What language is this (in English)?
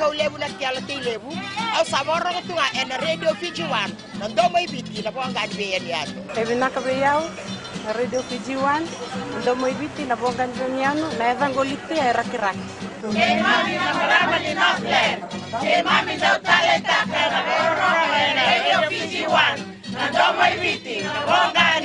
Fijian